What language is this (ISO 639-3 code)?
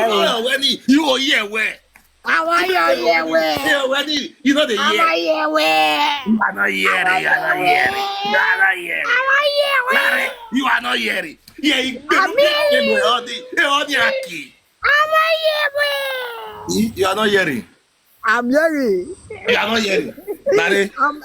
pcm